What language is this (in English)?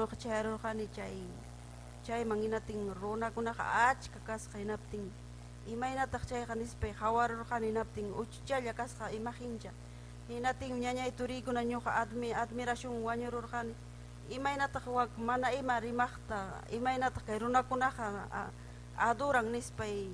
Ayacucho Quechua